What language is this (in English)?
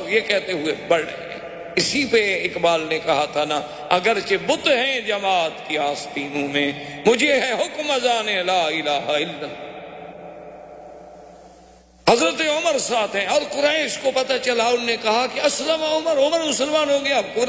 Urdu